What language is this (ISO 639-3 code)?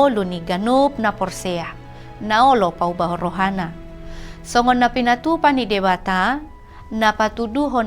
bbc